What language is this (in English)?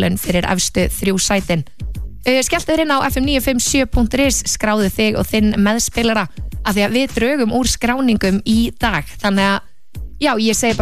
Icelandic